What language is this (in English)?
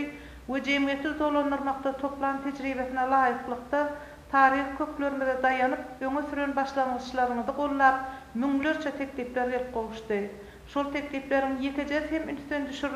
Turkmen